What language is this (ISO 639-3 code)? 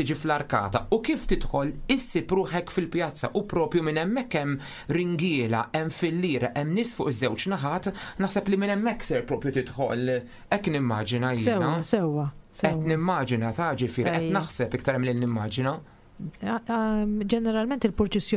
mlt